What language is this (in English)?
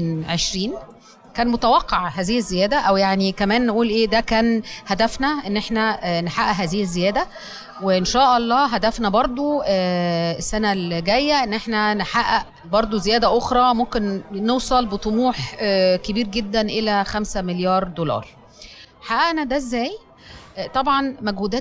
Egyptian Arabic